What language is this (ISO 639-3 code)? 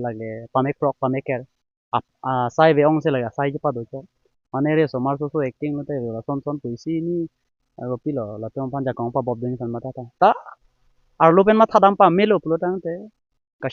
mjw